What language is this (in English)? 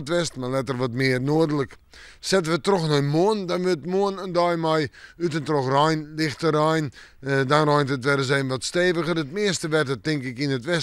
Western Frisian